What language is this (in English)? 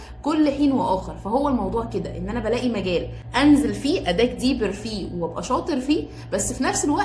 Egyptian Arabic